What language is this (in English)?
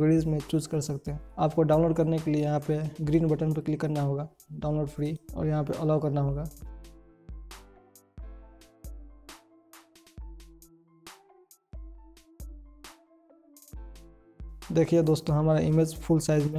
Hindi